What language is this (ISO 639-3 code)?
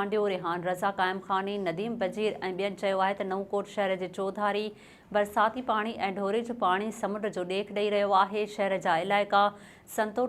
snd